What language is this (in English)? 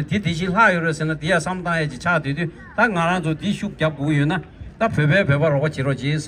Tibetan